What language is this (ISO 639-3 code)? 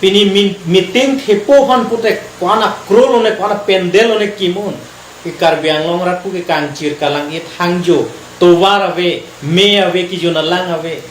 mjw